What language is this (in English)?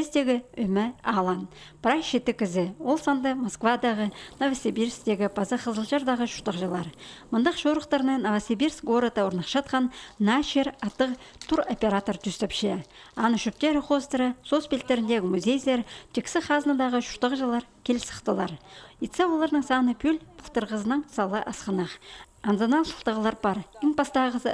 Khakas